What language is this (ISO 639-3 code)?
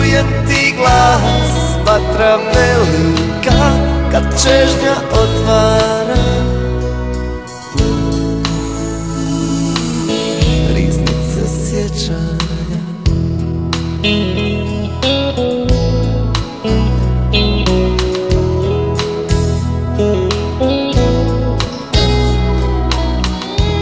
hrv